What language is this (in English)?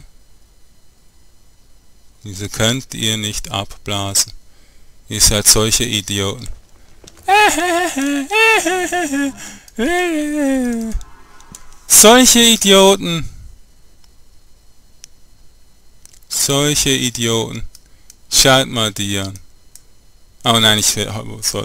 German